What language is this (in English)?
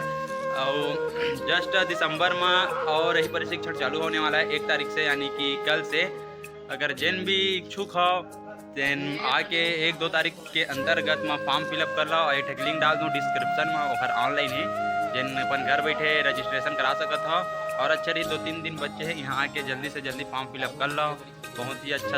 Chhattisgarhi